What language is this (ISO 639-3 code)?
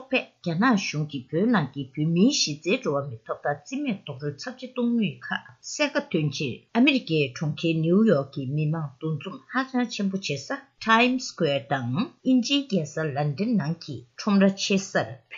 bod